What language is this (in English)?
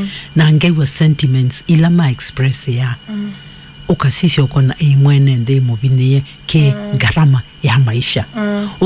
Kamba